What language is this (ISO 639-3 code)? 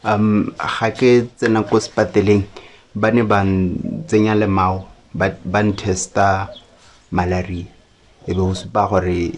tsn